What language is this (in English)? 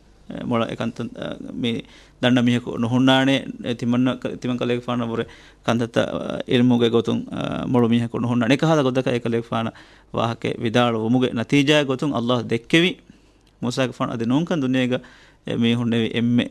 Divehi